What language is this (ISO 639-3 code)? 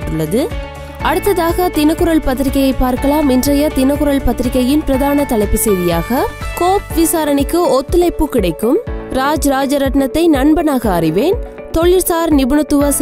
tam